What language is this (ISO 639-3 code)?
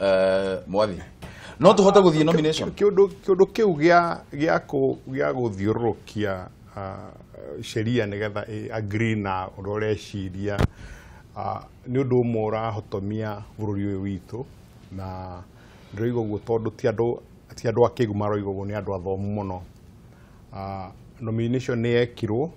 kik